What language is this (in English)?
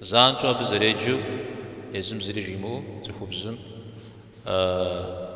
Kabardian